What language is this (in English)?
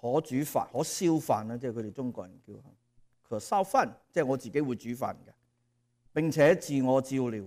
Cantonese